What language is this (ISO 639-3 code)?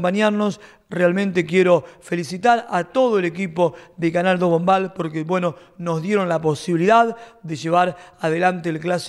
spa